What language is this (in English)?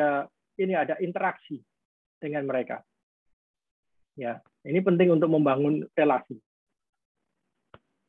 Indonesian